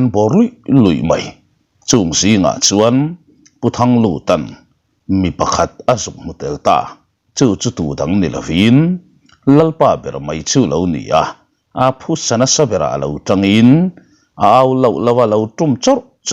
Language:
Mizo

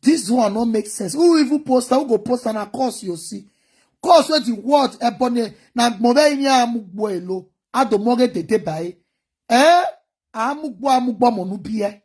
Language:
Nigerian Pidgin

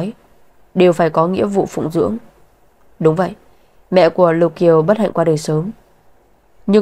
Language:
Vietnamese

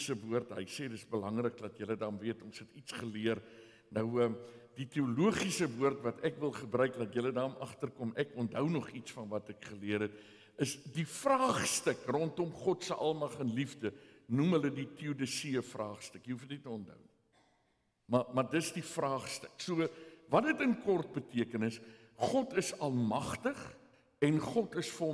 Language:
Afrikaans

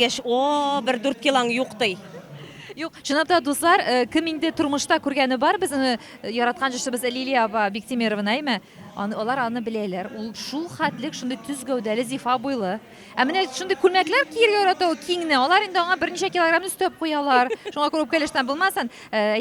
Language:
Tatar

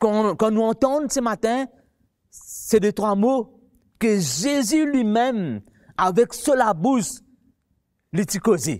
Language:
Morisyen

